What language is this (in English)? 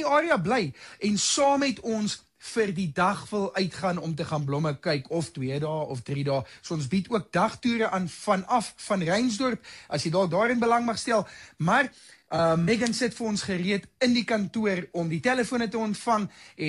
Afrikaans